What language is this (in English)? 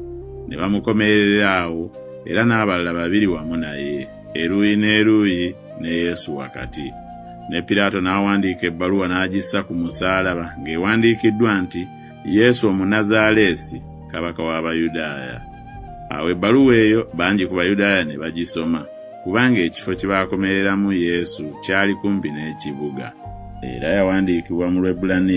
Ganda